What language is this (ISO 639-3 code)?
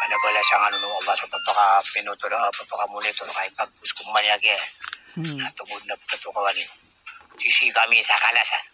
mrw